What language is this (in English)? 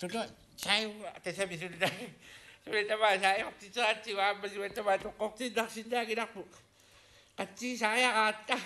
Kalaallisut